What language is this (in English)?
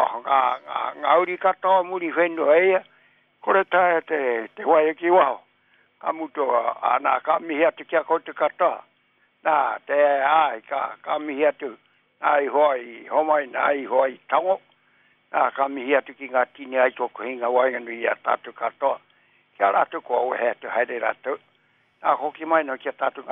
Māori